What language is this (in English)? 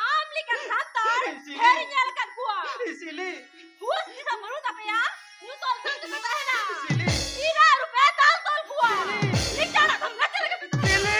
Santali